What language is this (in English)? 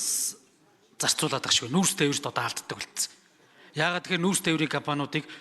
Mongolian